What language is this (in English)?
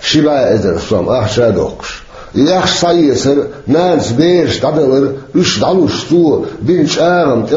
Chechen